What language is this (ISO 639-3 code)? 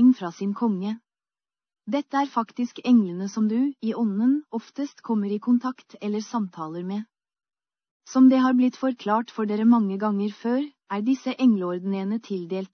nor